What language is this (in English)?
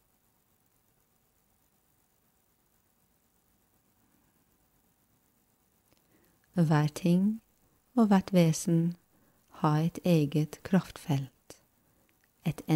Norwegian